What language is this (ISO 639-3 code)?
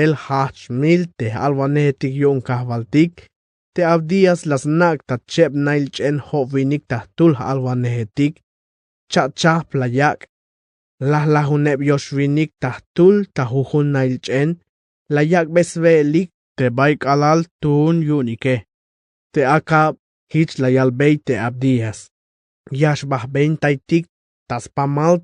tzh